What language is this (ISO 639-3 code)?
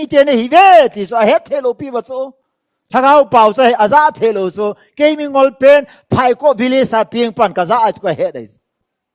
ctd